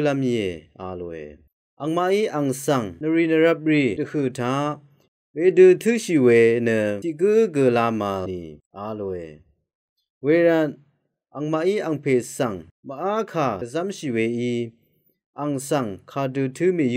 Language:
Rawang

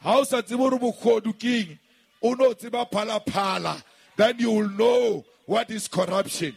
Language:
Southern Sotho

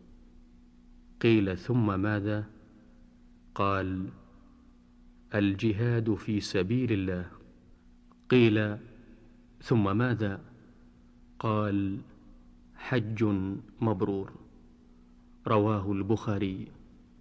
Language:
Arabic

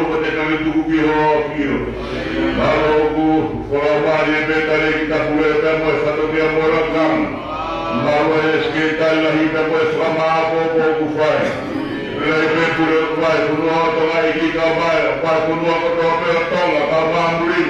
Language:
Tongan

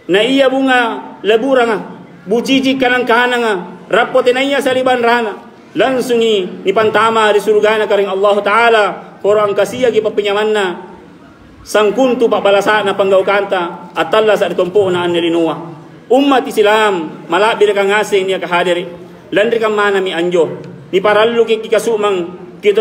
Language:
Makasar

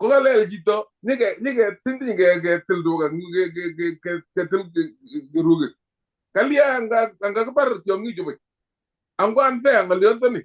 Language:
Kalenjin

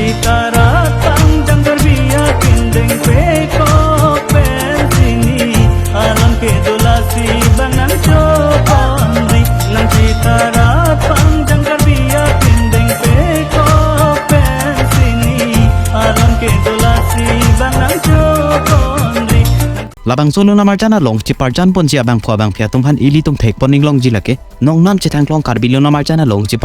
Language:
Karbi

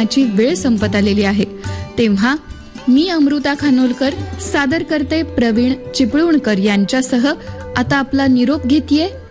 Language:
Marathi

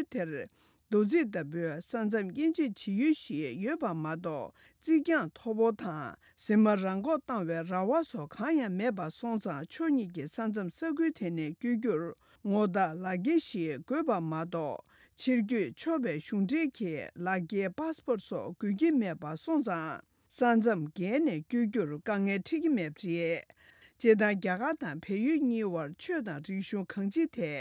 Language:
Tibetan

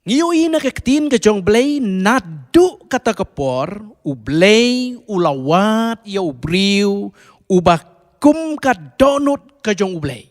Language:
Khasi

